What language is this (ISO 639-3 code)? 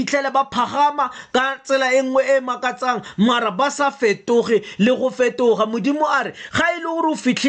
tsn